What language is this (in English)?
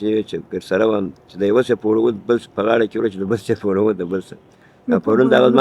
Pashto